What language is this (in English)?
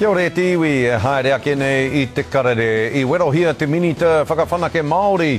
Māori